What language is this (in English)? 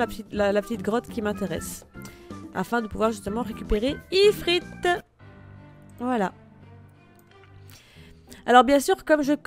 French